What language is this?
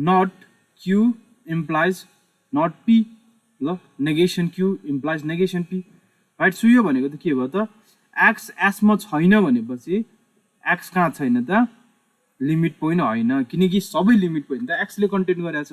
Nepali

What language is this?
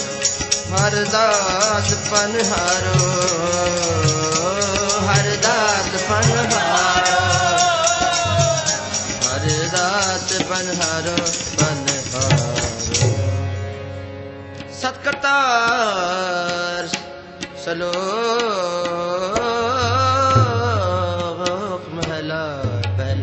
Punjabi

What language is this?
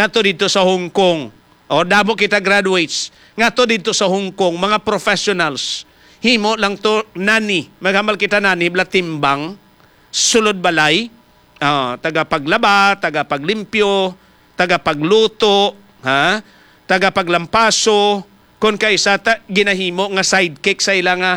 Hiligaynon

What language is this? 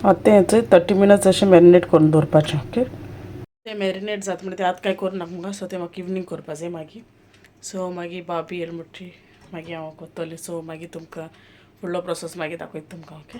Konkani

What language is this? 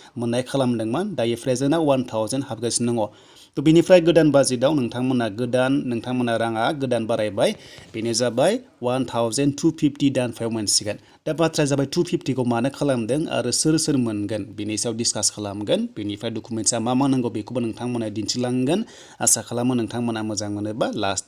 Bodo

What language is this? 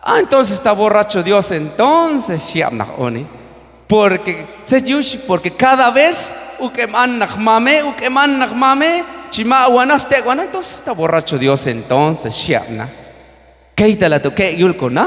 Q'anjob'al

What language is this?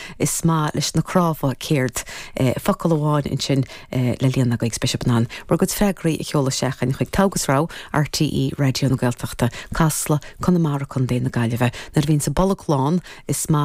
Irish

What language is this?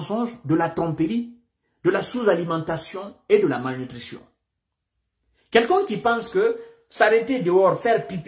French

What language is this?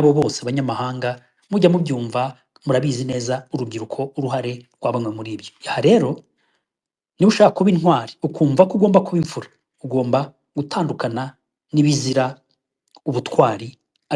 Kinyarwanda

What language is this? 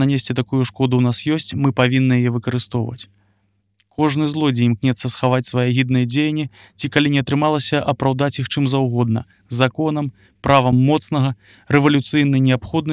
Belarusian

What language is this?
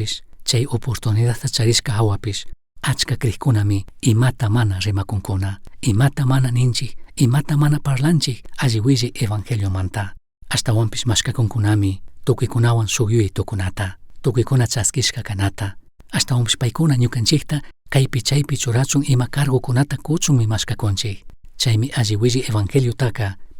Chimborazo Highland Quichua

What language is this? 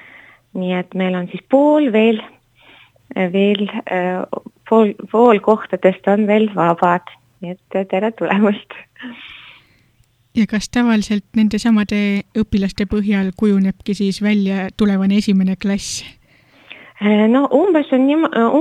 Estonian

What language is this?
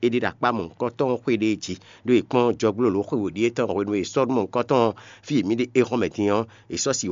Fon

